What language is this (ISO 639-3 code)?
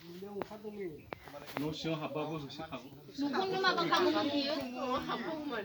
brx